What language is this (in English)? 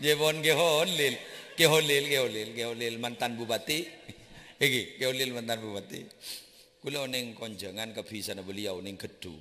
Madurese